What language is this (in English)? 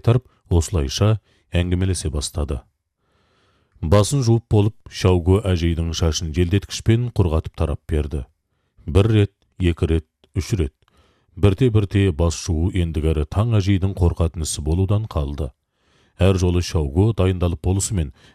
Kazakh